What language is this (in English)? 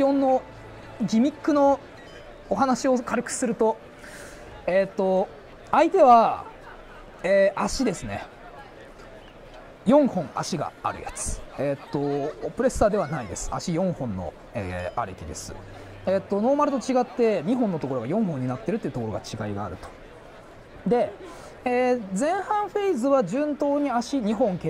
Japanese